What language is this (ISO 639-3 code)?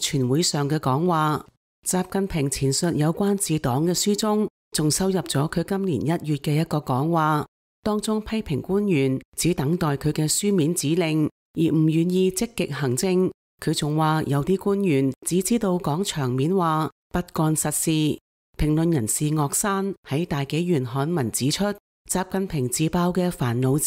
yue